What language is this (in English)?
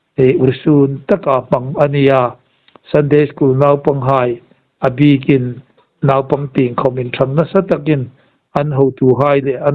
Hmar